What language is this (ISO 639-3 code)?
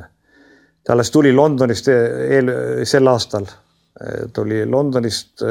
est